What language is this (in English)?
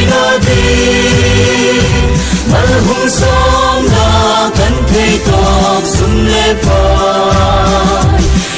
Hmar